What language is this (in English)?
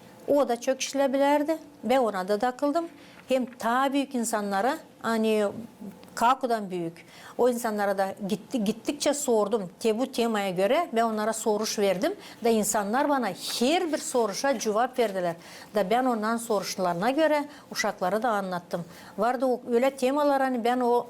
Gagauz